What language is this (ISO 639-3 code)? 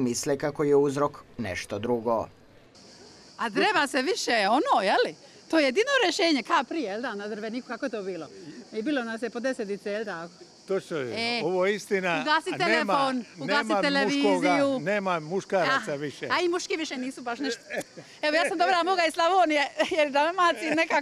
hrv